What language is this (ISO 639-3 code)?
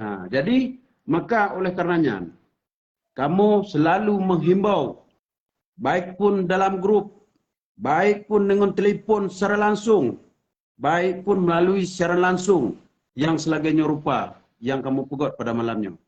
ace